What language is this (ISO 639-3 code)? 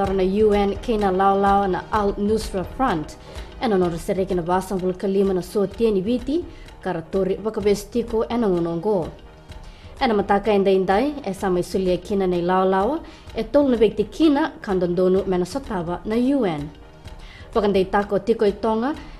fij